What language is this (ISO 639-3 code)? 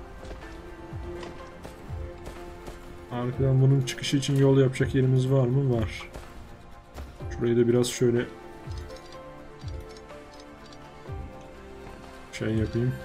tur